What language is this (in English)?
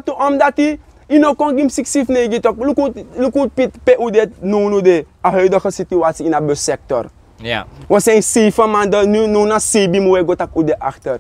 Sranan Tongo